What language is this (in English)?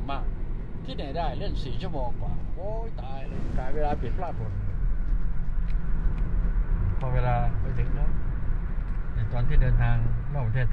Thai